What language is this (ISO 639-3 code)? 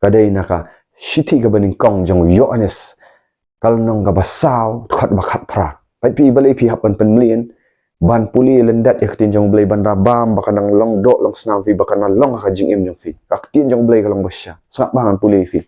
kha